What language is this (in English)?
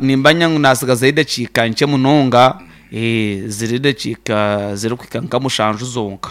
Nyankole